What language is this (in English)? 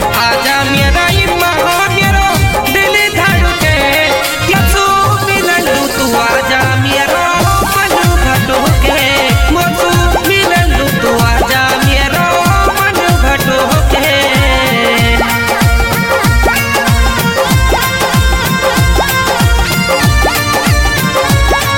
Bhojpuri